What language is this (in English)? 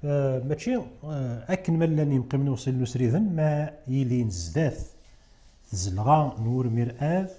Kabyle